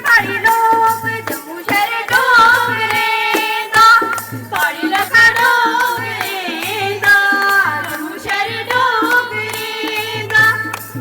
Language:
Dogri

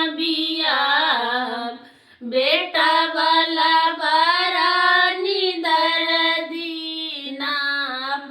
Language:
Maithili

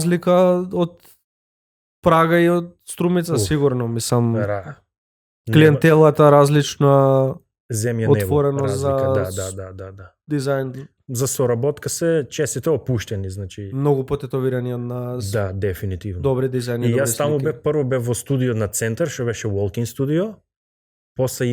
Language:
Macedonian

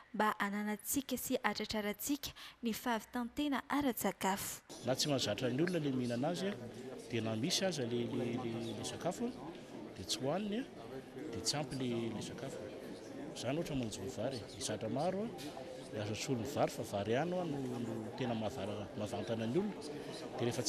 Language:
Malagasy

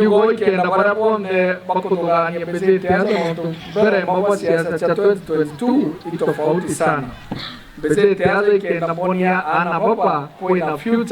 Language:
Meru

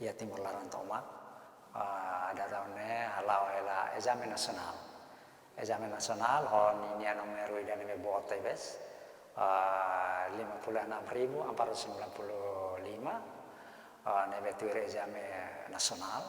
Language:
Tetum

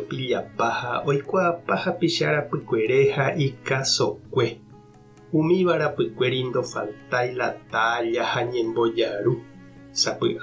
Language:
Guarani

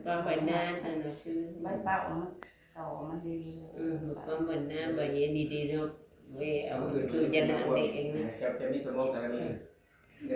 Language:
Northeastern Thai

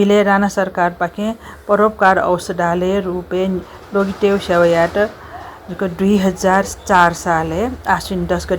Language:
Newari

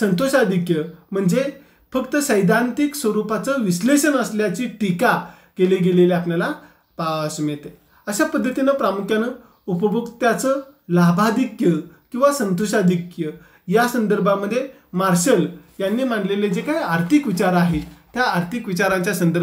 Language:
Marathi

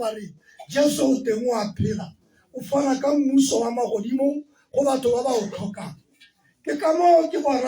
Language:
Tswana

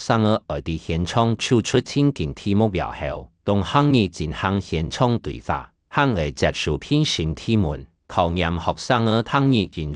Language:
Hakka Chinese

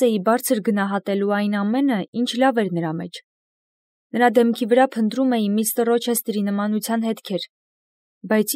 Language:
Armenian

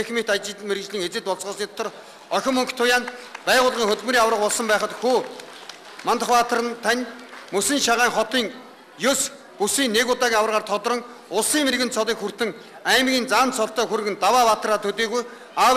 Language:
Mongolian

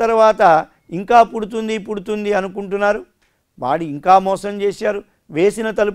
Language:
Telugu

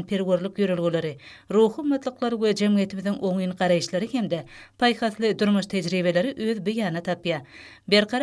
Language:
Turkmen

